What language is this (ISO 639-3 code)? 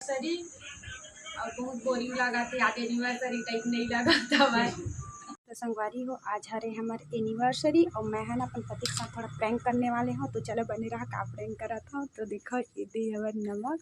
hne